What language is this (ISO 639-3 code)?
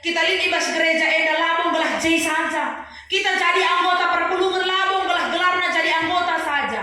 btx